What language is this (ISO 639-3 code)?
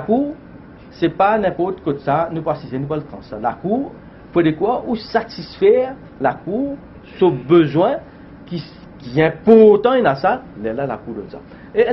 mfe